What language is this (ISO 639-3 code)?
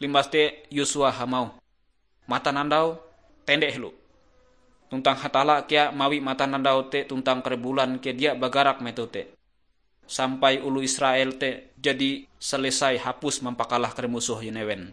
nij